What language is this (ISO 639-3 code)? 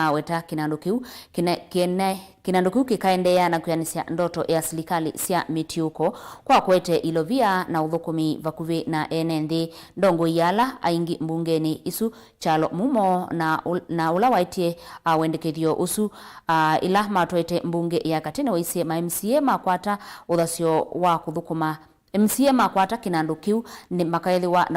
kam